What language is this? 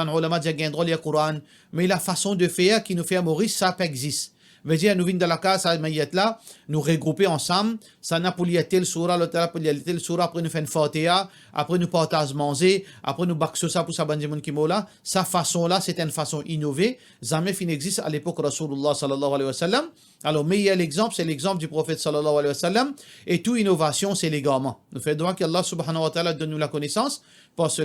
Morisyen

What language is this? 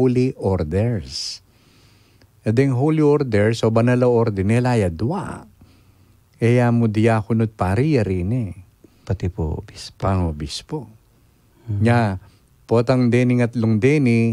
Pampanga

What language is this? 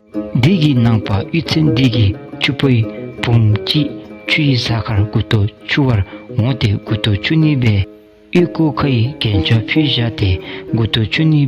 Dzongkha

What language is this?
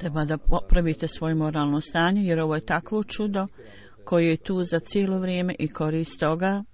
Bosnian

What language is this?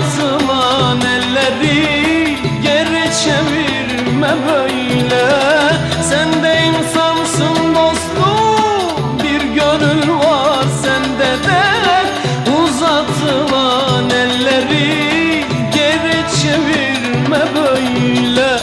Turkish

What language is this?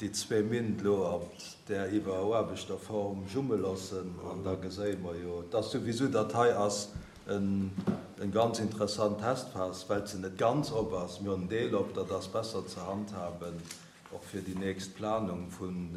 Luxembourgish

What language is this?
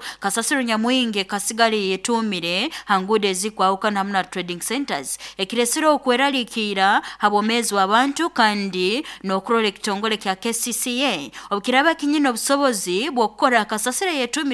Nyankole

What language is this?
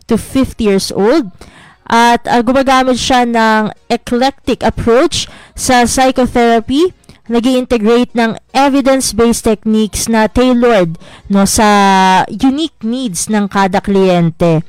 Filipino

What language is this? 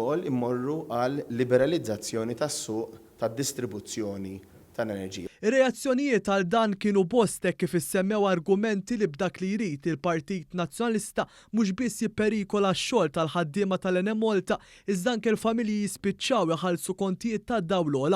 Maltese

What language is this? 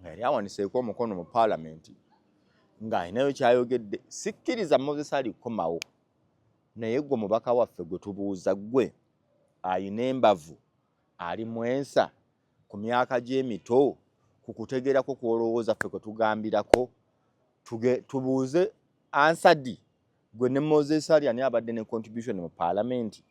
Ganda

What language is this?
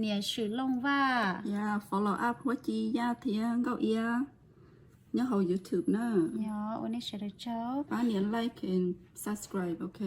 Hmong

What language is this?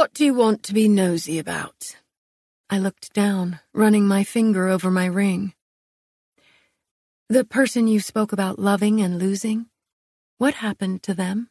English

